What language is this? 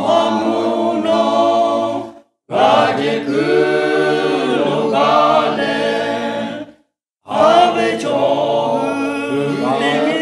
Lahu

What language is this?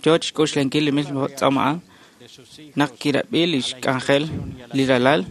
Kekchí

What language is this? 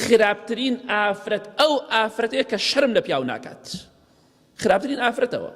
Central Kurdish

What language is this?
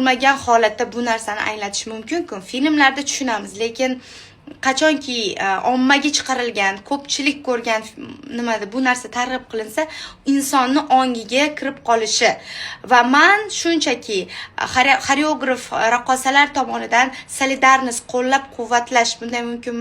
Uzbek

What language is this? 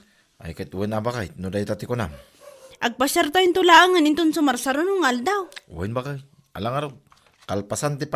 Iloko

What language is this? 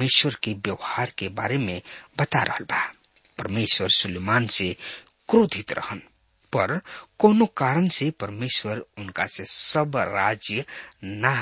Bhojpuri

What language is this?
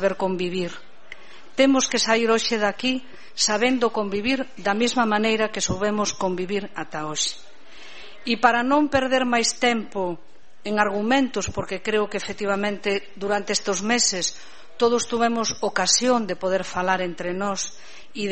Galician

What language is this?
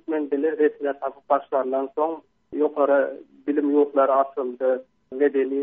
Turkmen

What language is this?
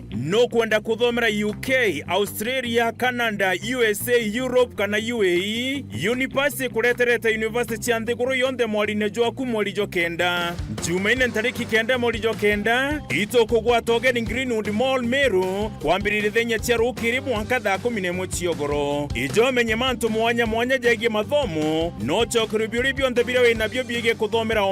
Meru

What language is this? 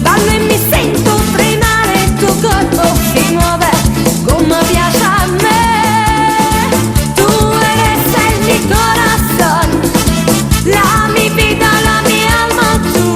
Neapolitan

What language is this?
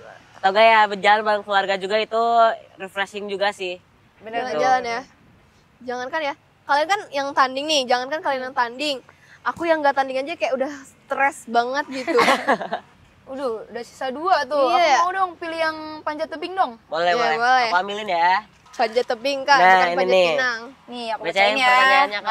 Indonesian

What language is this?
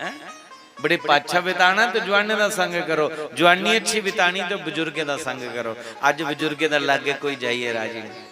Dogri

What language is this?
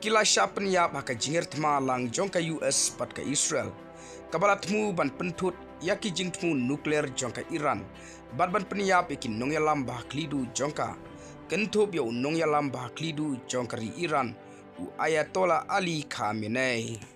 Khasi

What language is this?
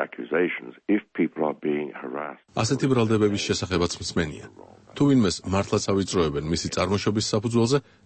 Georgian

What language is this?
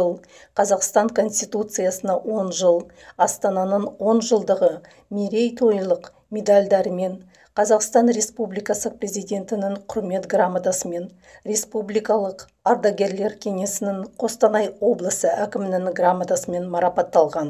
Kazakh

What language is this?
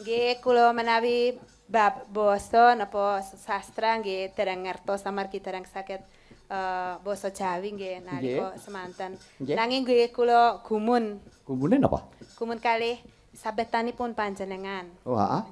Javanese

